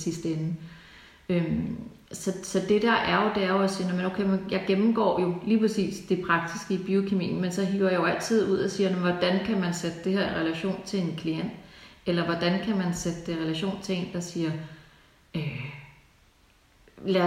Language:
Danish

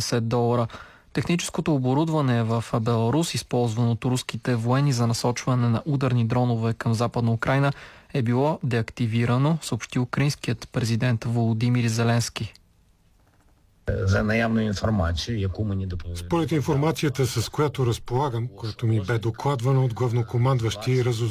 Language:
Bulgarian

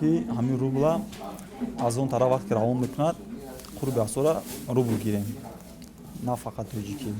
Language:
Tajik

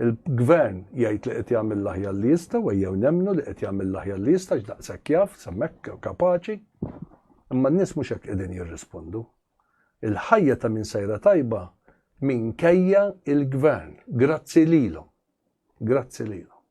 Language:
Maltese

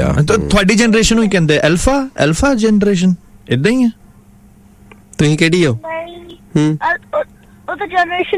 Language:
Punjabi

